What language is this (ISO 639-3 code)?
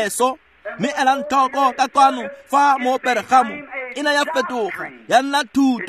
tsn